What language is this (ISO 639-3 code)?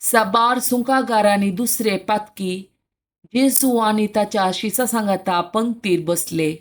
kok